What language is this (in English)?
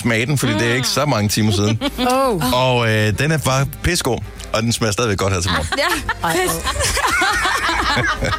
Danish